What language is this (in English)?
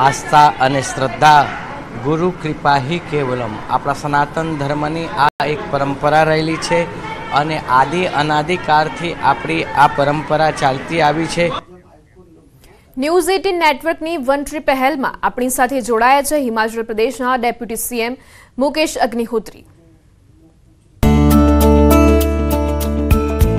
Gujarati